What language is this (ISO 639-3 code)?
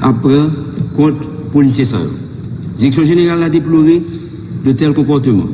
hat